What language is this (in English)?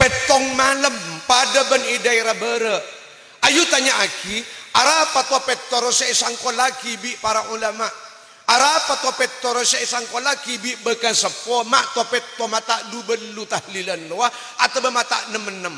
Madurese